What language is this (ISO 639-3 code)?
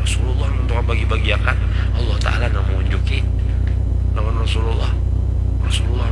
bjn